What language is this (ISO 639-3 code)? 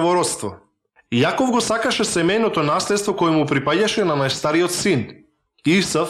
mkd